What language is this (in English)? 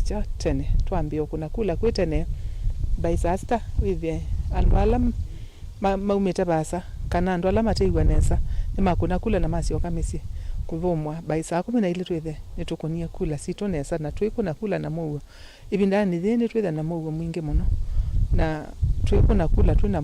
Kamba